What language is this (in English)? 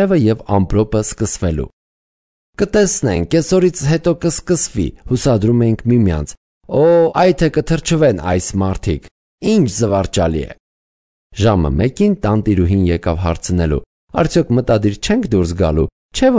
Armenian